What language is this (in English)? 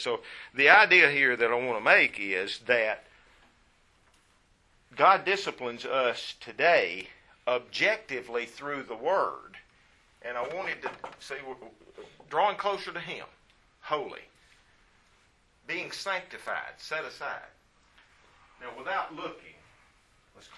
English